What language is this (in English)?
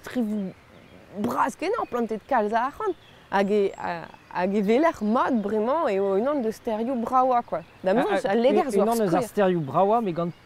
Breton